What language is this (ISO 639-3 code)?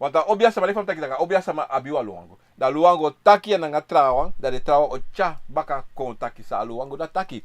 srn